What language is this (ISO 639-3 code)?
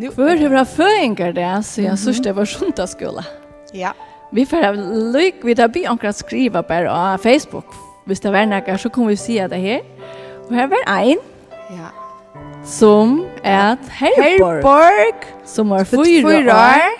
fao